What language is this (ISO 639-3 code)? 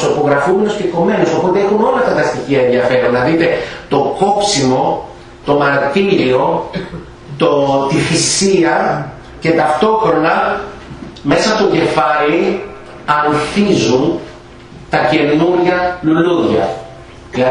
ell